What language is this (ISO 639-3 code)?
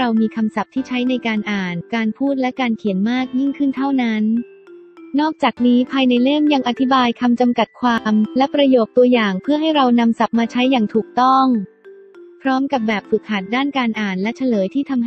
tha